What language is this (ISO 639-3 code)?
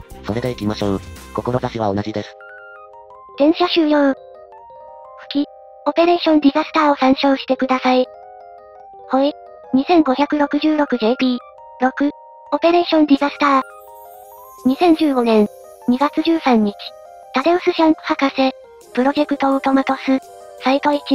jpn